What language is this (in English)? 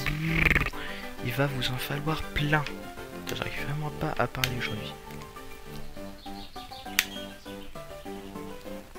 French